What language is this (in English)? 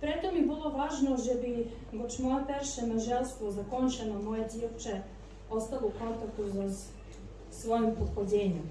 Rusyn